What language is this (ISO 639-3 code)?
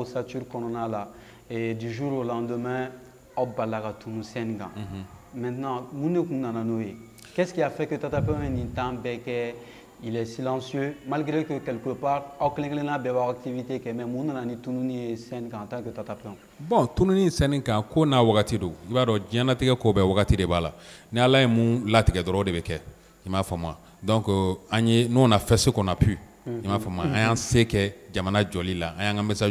bam